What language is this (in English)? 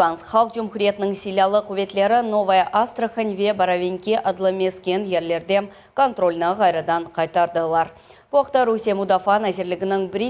Crimean Tatar